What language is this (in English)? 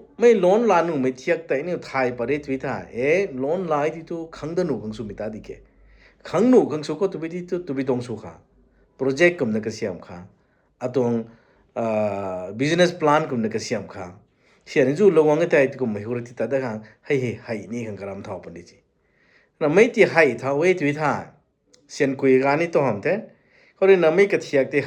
Rongmei Naga